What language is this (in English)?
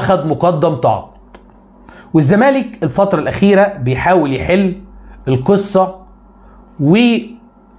Egyptian Arabic